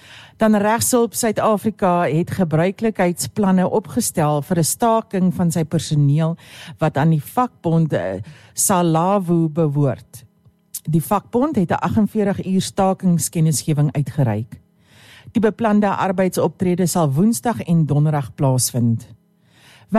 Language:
Afrikaans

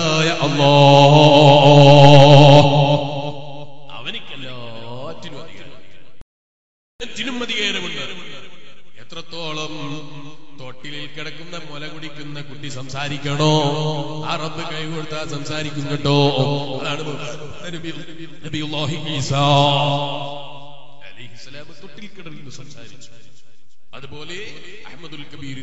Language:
Malayalam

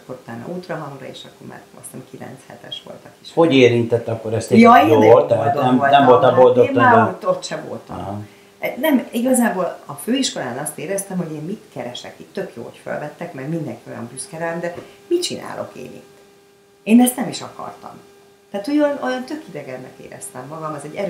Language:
Hungarian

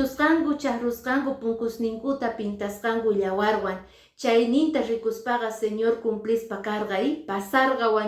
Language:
Quechua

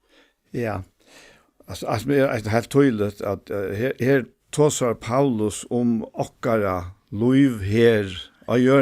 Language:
Faroese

